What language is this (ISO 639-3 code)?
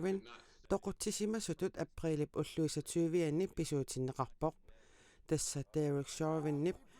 kal